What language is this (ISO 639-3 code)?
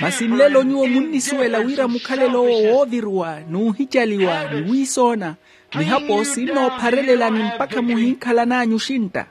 vmw